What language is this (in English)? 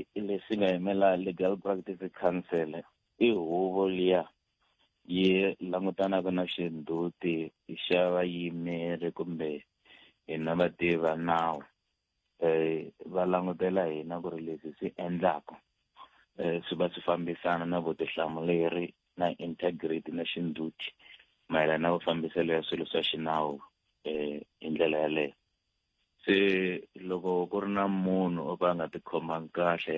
Tsonga